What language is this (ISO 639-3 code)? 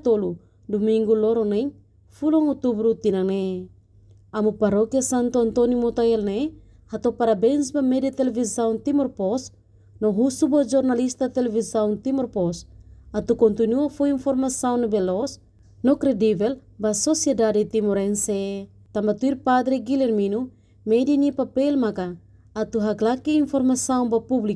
tet